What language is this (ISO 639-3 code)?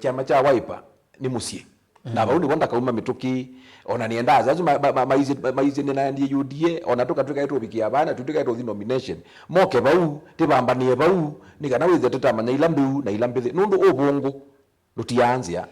kam